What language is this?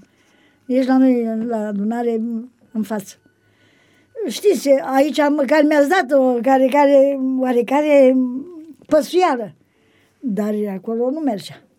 Romanian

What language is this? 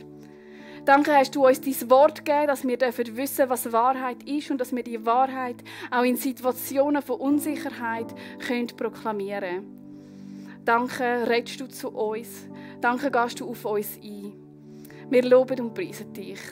Swiss German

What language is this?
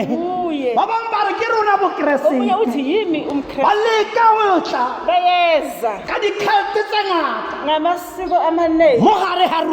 Tswana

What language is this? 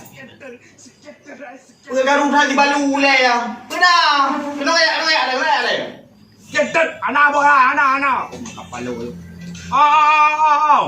Achinese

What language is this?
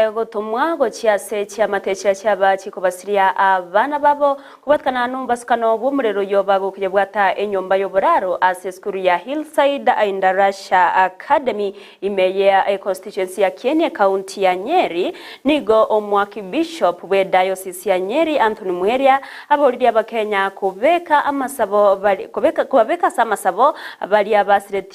Gusii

